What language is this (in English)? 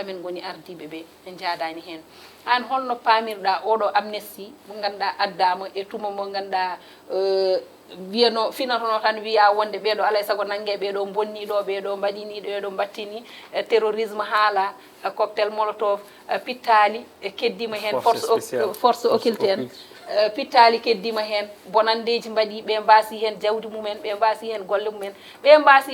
Fula